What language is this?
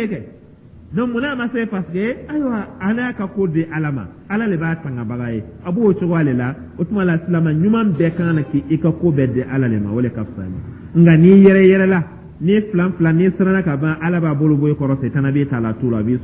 Dyula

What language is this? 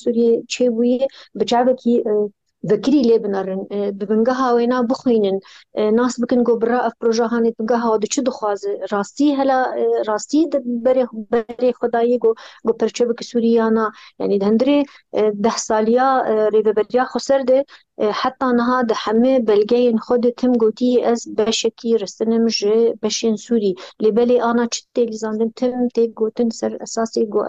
Kurdish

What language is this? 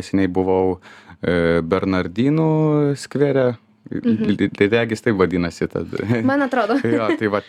Lithuanian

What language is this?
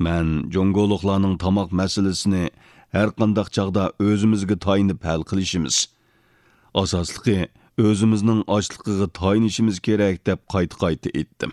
Uyghur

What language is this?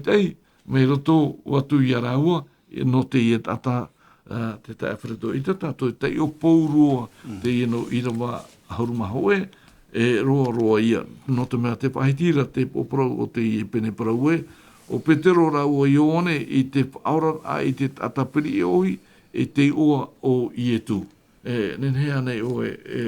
Tahitian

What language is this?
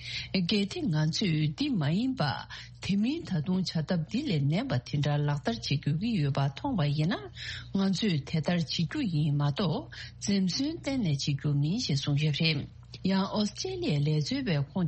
Tibetan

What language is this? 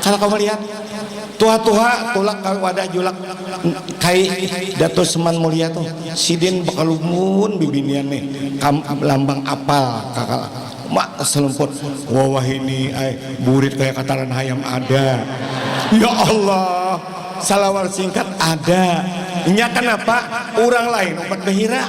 Banjar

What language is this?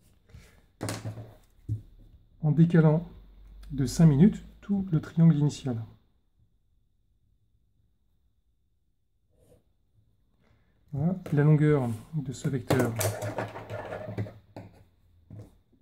French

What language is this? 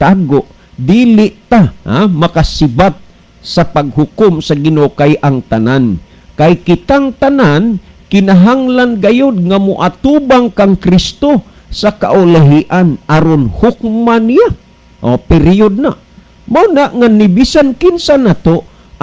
Cebuano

